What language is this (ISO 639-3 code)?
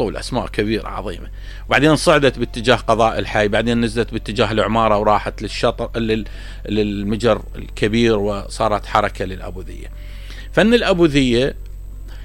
acm